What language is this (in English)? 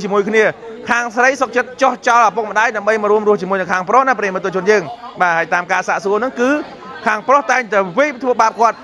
Khmer